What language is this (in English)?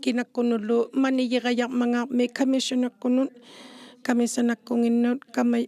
Inuktitut